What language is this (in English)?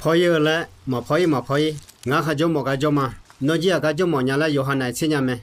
Akha